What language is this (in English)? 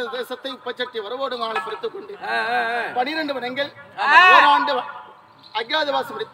Tamil